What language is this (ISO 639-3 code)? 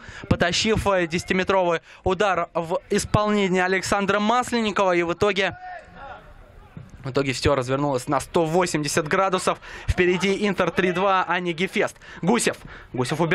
rus